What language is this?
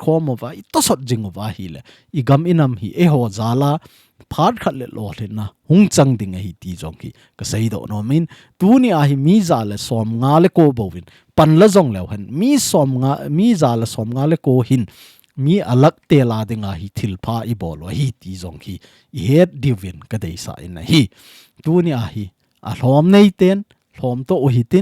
Thado Chin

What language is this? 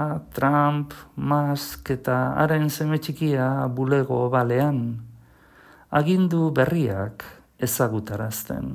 Basque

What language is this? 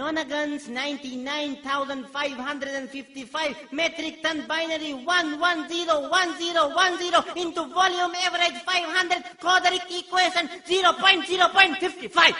Divehi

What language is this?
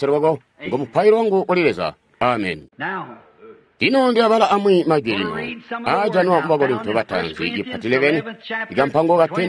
Tonga (Zambia)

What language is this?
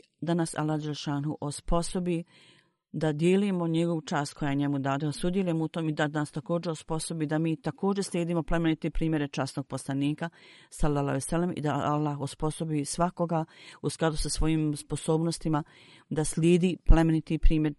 Bosnian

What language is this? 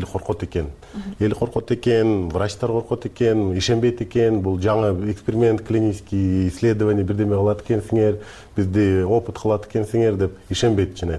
Kyrgyz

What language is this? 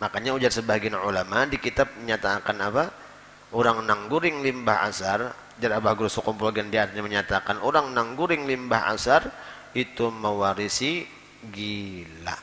Banjar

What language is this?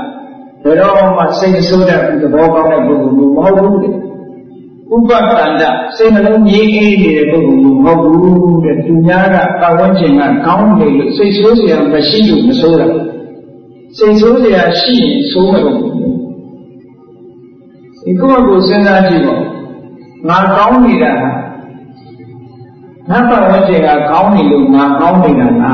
Burmese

